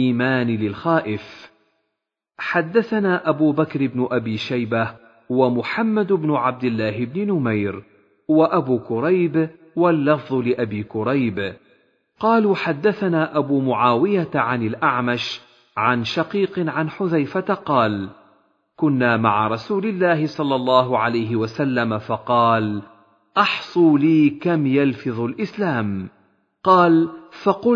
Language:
Arabic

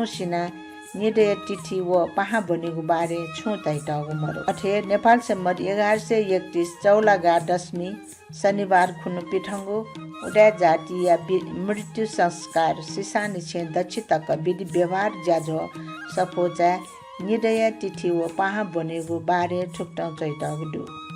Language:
Newari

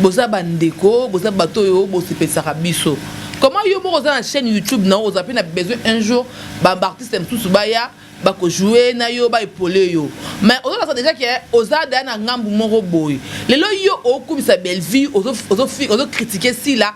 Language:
Lingala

